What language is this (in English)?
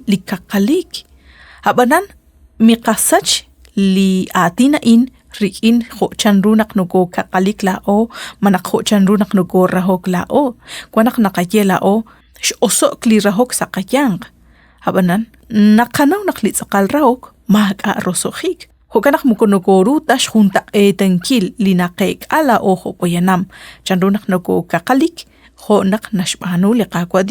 Kekchí